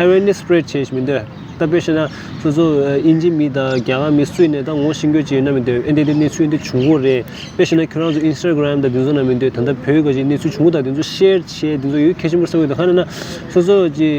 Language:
Tibetan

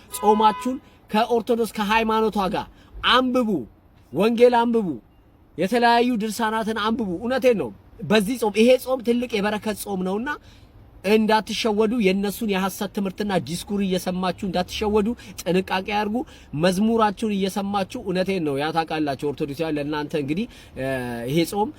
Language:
Amharic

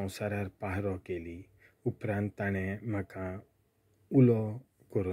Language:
Konkani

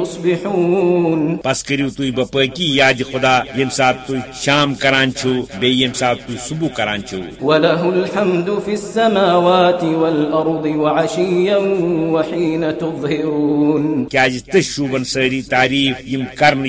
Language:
Kashmiri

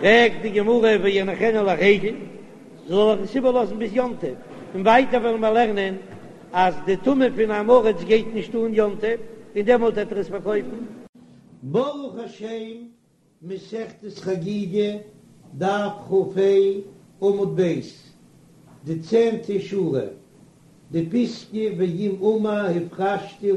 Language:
Yiddish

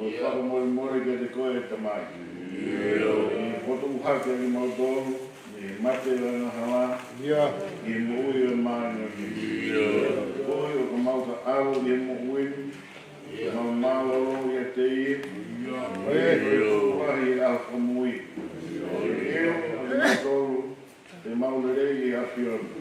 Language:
Tongan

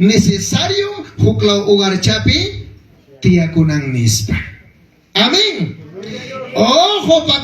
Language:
Ayacucho Quechua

